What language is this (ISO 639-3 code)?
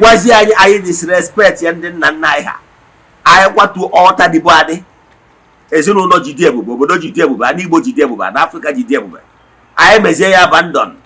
ibo